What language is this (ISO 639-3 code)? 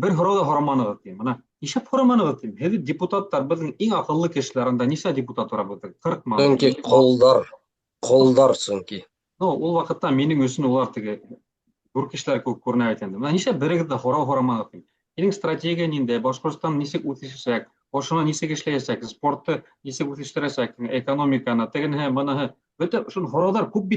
bak